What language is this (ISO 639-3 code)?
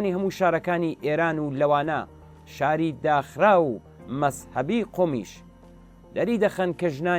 ckb